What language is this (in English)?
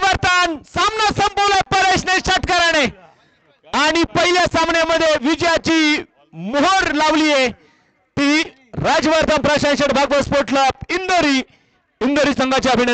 Marathi